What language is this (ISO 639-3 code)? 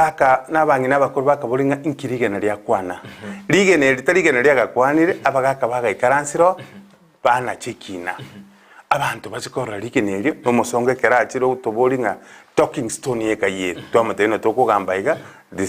guz